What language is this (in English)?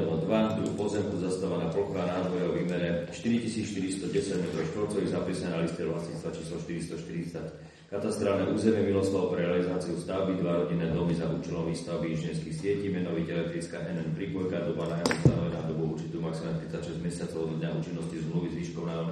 Slovak